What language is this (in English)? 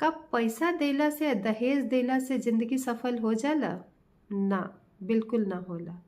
Bhojpuri